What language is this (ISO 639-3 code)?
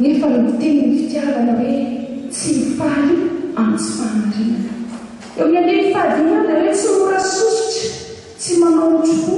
mlg